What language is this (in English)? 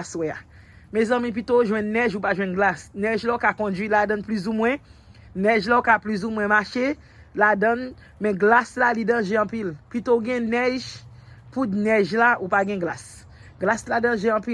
Haitian Creole